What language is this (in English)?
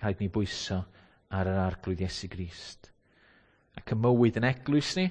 Welsh